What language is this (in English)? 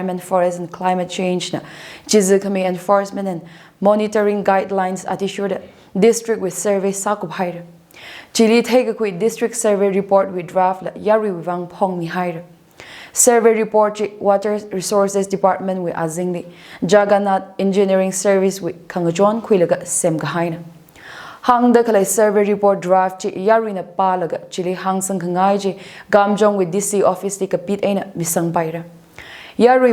Tangkhul Naga (India)